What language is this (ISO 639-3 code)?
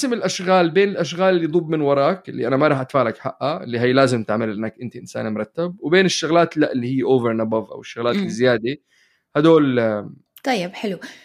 apc